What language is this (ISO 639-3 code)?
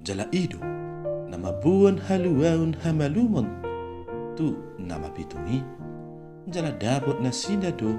bbc